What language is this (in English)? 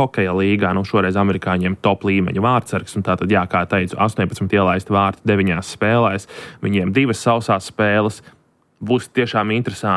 Latvian